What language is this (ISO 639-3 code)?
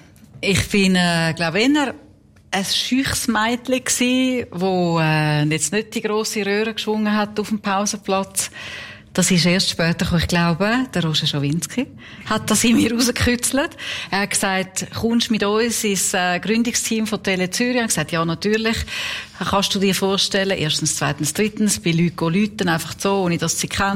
gsw